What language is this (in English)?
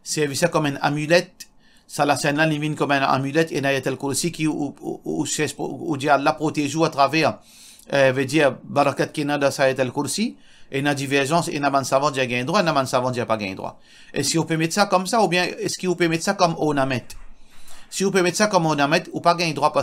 Morisyen